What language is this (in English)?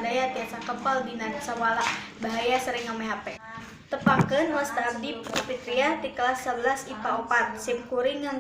Sundanese